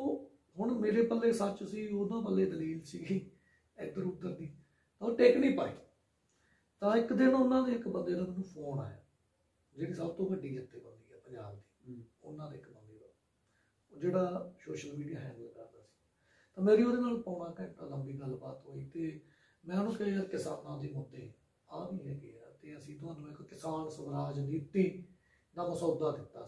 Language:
Punjabi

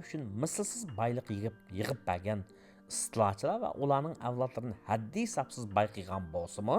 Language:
Uyghur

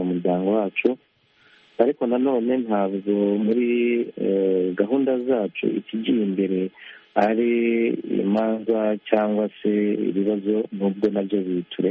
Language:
Kinyarwanda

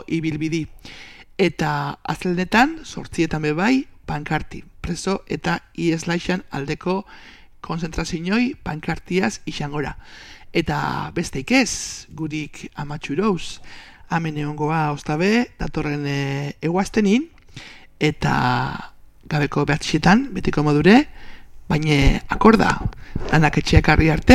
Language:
Basque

